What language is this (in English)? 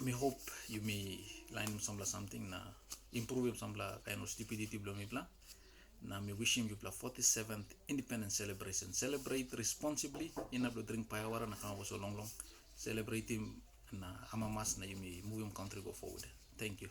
Tok Pisin